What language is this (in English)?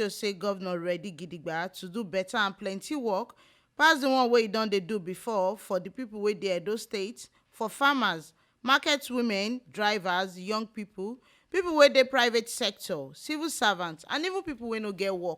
Nigerian Pidgin